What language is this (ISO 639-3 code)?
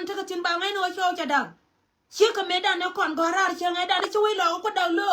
nus